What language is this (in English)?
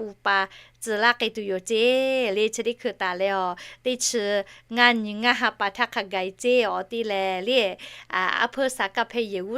Lahu